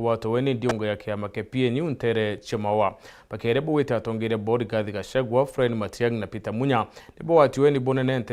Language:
Meru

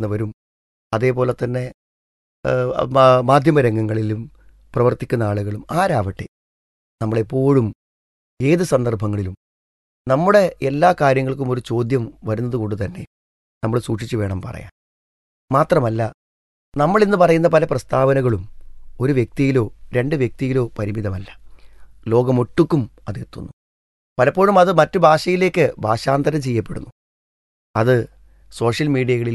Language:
Malayalam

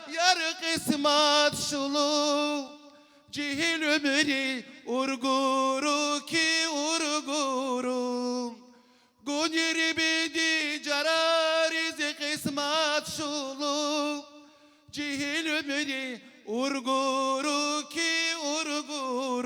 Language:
Tabassaran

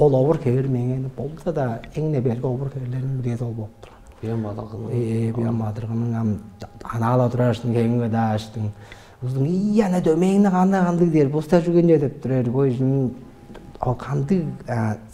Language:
Tuvinian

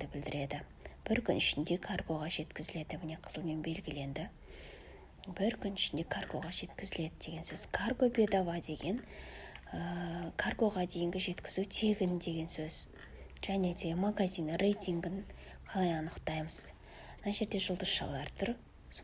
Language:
Kazakh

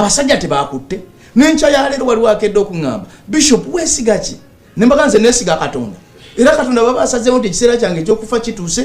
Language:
Ganda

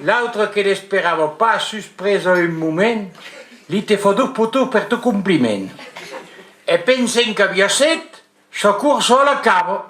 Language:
Occitan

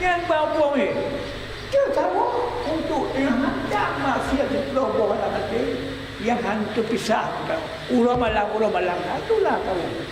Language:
Achinese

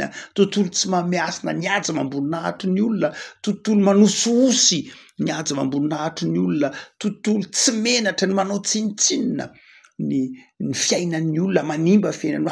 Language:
Malagasy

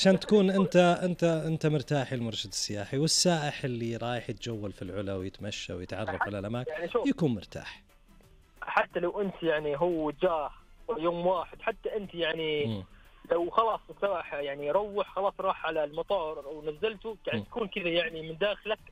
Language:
Najdi Arabic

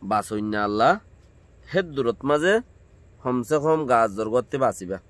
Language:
Rohingya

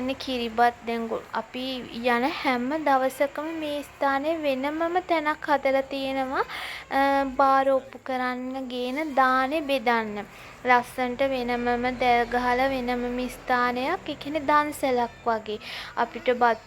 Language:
Sinhala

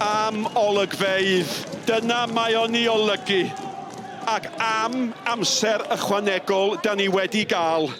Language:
Welsh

